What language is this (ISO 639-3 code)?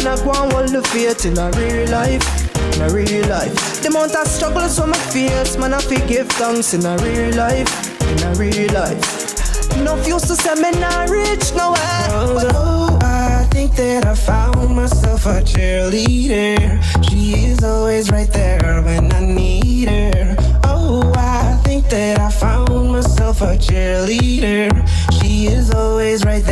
jam